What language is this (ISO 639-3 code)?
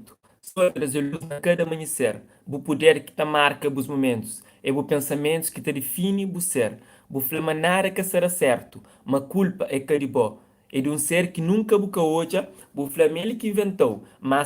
kea